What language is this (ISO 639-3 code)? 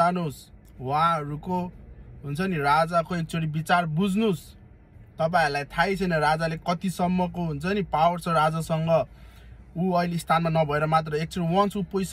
nep